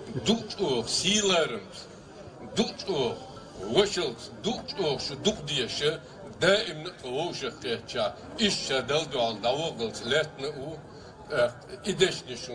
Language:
Chechen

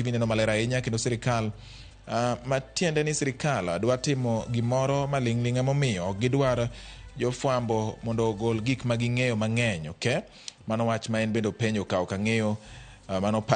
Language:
Luo (Kenya and Tanzania)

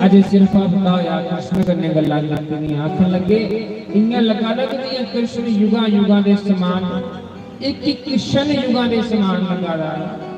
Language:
Dogri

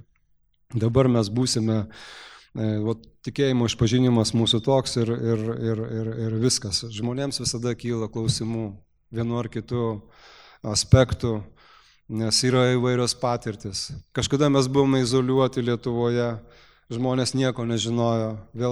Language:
Lithuanian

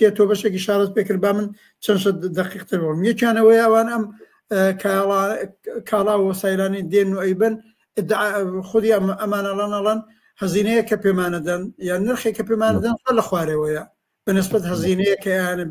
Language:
Central Kurdish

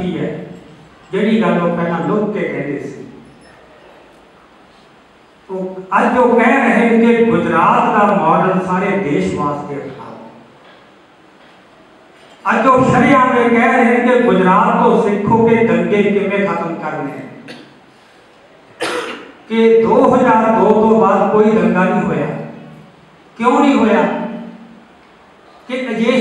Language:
Punjabi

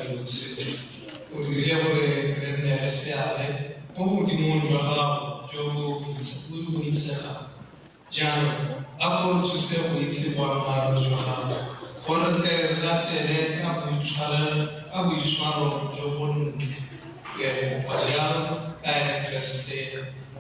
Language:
Tswana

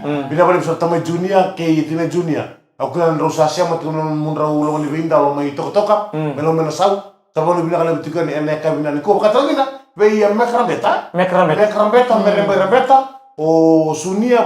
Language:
Fijian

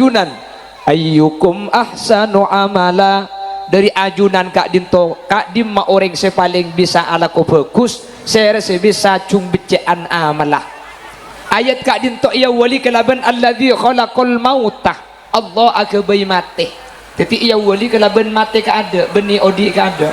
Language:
Madurese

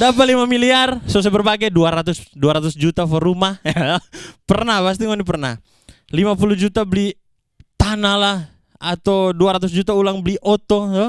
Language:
Manado Malay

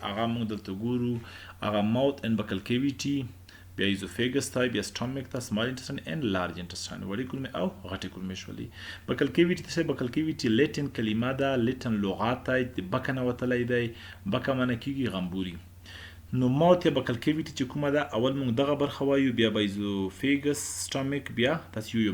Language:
Pashto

